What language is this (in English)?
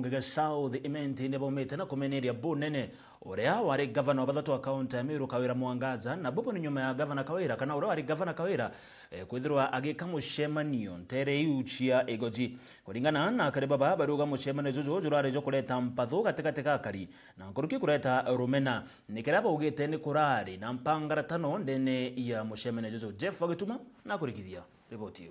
Meru